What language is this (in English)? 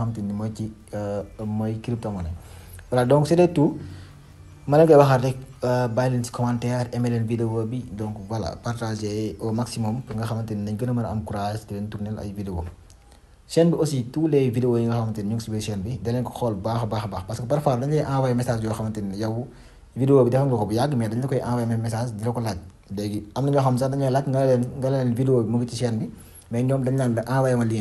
Wolof